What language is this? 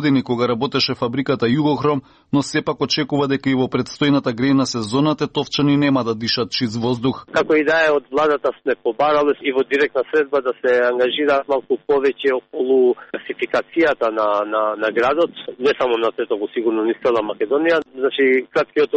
Macedonian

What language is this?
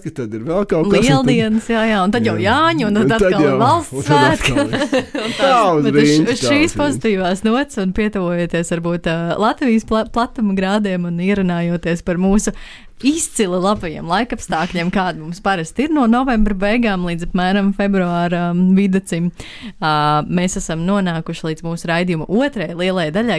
Latvian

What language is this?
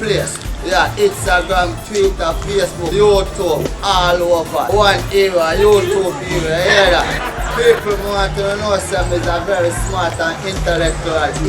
Jamaican Creole English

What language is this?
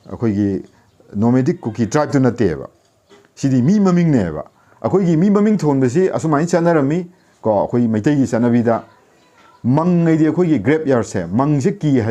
Manipuri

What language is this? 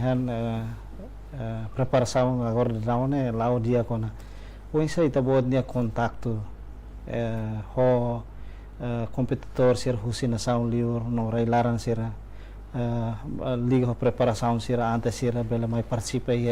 Tetum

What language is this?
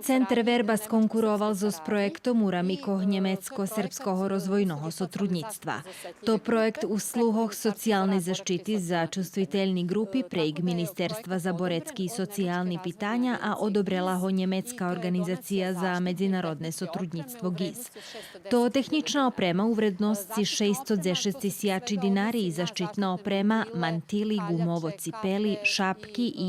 Rusyn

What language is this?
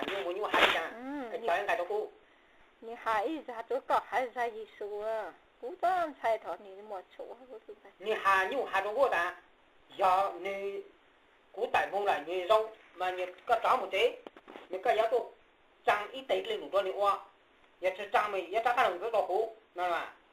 Hmong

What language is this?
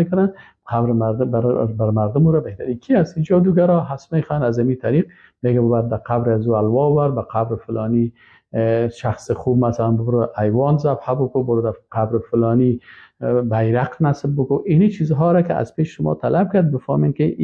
Persian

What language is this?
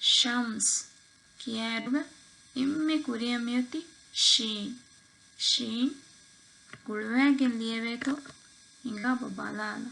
Divehi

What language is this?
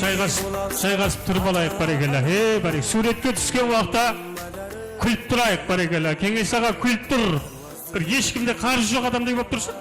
Kara-Kalpak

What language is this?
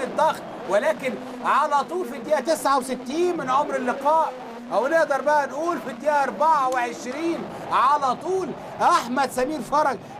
Egyptian Arabic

